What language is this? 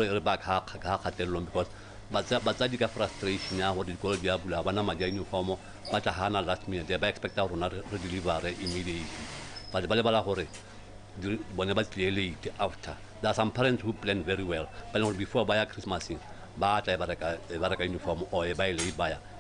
Tswana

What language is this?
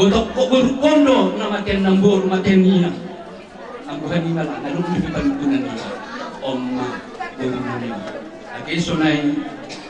Batak Simalungun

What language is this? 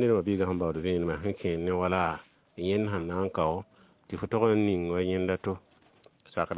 Mossi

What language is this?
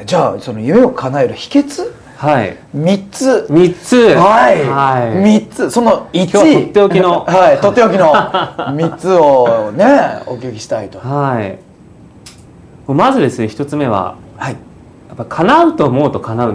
Japanese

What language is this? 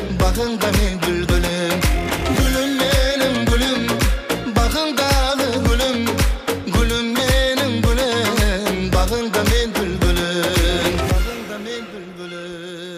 Kara-Kalpak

